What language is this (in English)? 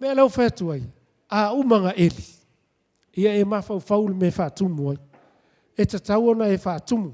Samoan